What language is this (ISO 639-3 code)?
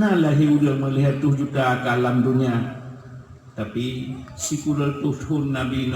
ace